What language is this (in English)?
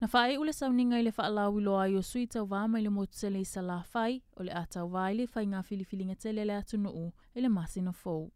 Samoan